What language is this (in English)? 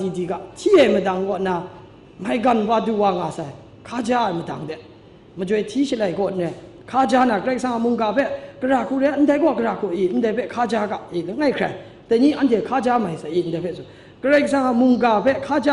Kachin